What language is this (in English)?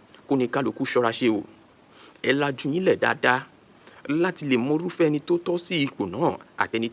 Yoruba